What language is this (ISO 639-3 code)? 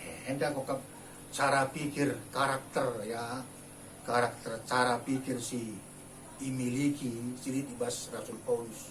btx